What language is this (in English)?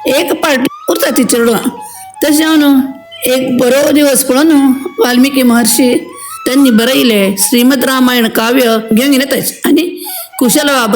Konkani